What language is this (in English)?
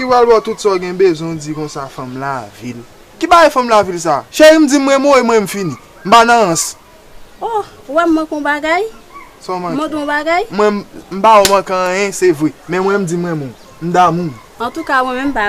Haitian Creole